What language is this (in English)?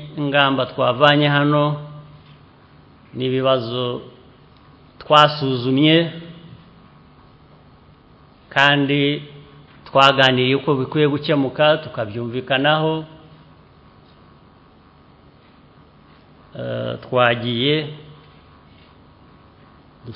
Kinyarwanda